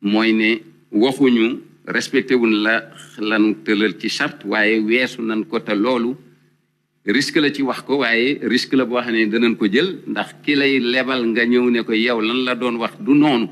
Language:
Wolof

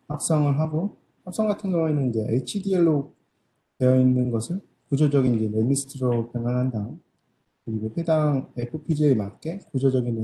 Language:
Korean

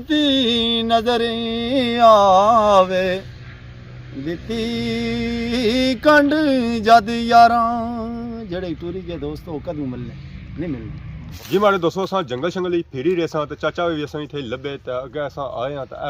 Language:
Pahari-Potwari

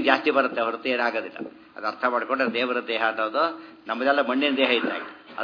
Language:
Kannada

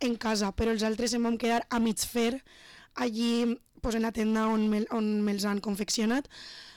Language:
Catalan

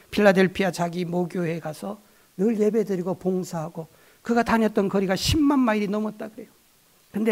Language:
Korean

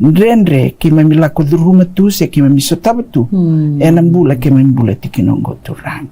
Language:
Fijian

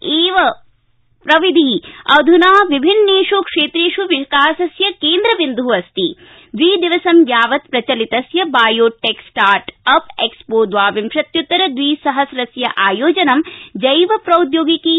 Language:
Sanskrit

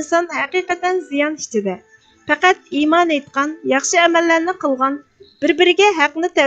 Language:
Uyghur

